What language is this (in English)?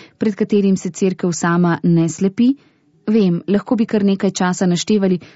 Slovenian